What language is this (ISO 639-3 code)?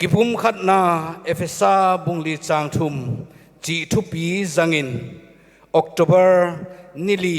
pck